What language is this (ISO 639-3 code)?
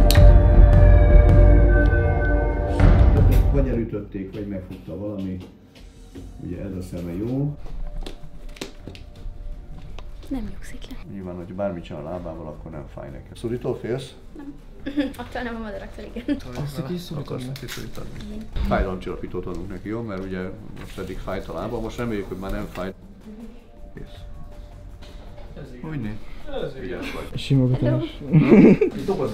hun